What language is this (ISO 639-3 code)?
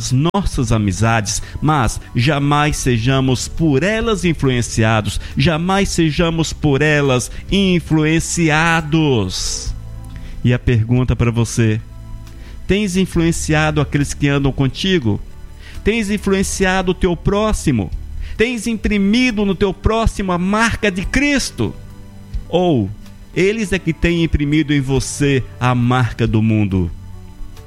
por